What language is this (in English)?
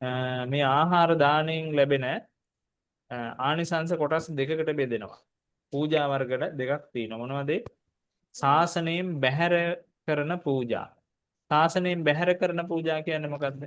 Sinhala